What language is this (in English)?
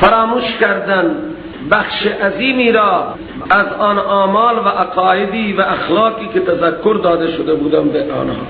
Persian